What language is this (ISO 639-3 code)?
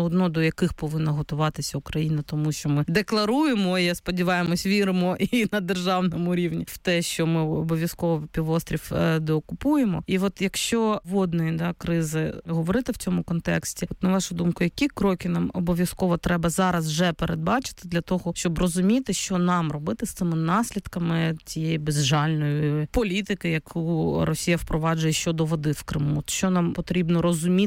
ukr